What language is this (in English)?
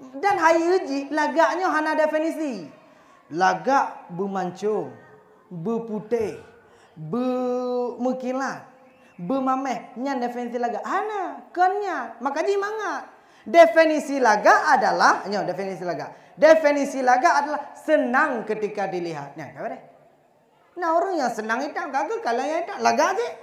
Achinese